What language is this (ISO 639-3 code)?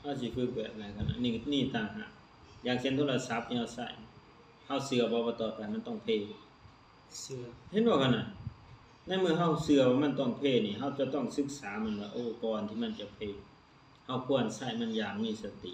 lao